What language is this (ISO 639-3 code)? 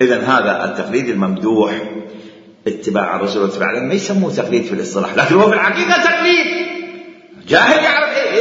acm